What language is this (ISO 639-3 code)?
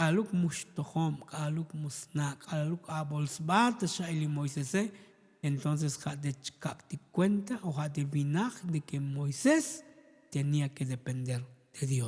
tzo